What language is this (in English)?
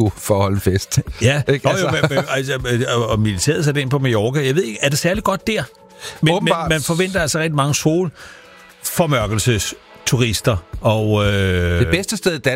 Danish